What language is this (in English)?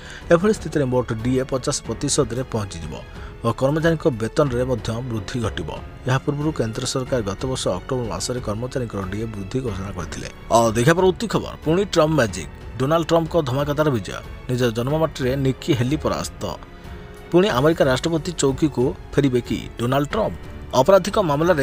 Odia